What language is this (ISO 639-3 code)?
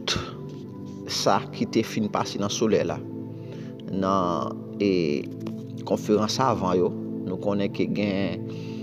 hat